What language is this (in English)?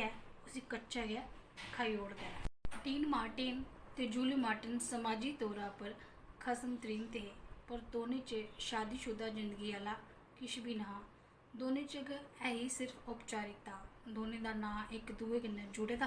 Dogri